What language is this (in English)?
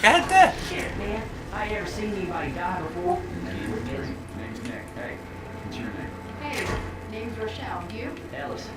Faroese